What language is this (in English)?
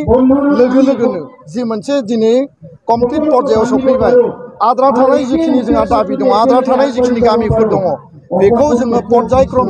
Bodo